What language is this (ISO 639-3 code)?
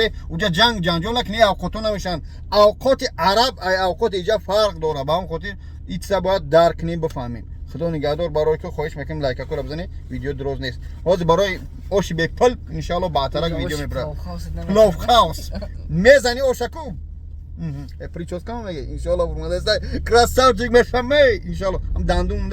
tgk